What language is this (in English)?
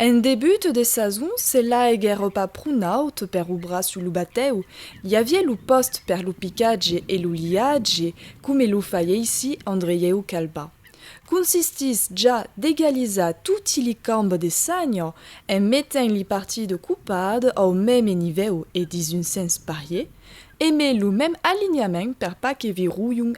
Occitan